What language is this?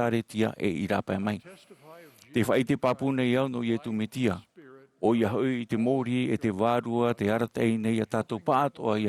Tahitian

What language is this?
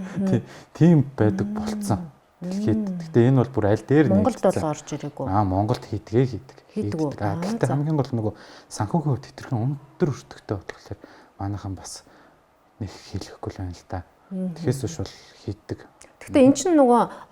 Mongolian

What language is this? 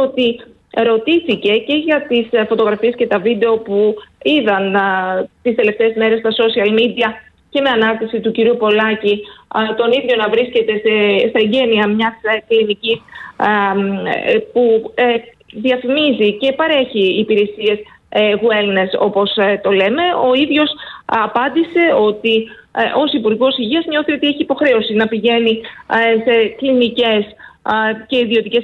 Greek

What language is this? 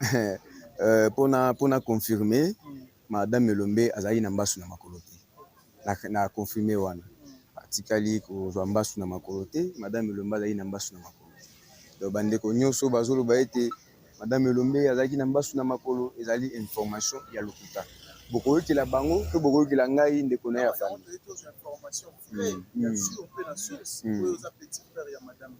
Lingala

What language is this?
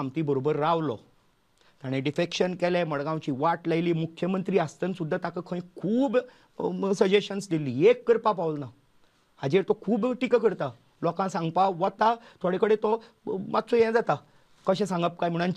Konkani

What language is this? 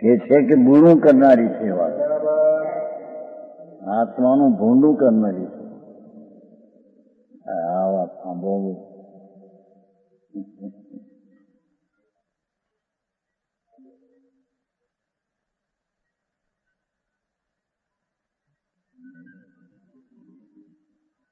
Gujarati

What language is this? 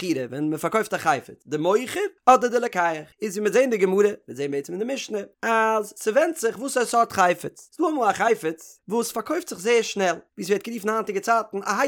Yiddish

